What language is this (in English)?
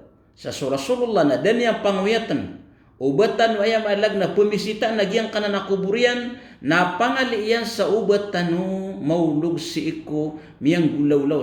Maranao